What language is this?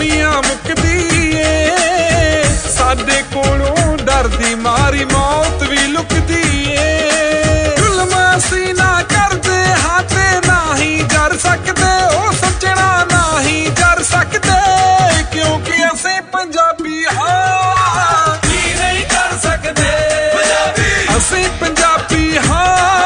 Punjabi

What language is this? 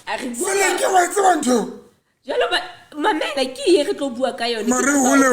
Southern Sotho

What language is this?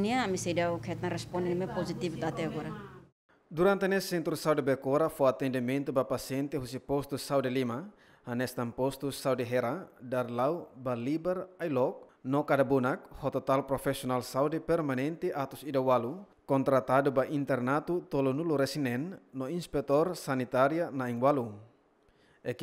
Tetum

